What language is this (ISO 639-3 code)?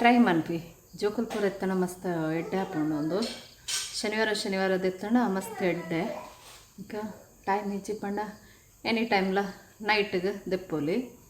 tcy